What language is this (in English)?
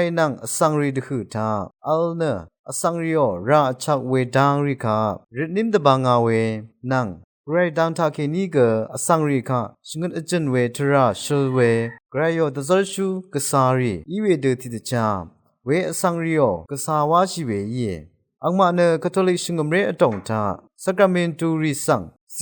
Rawang